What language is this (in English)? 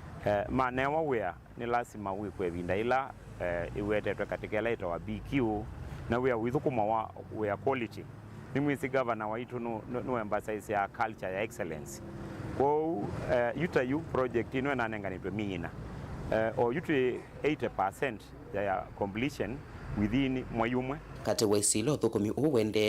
Kamba